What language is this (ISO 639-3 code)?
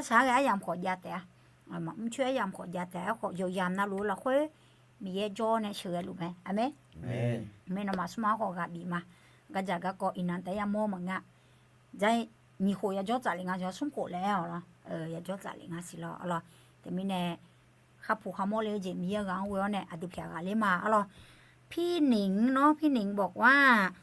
ahk